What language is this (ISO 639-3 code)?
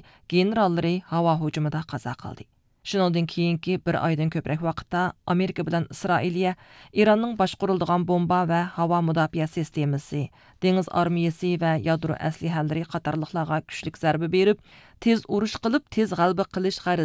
uig